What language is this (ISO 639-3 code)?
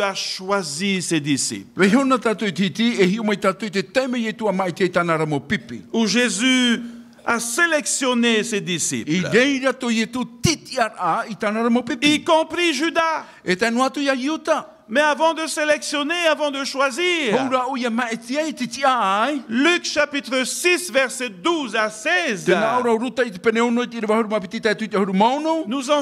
tah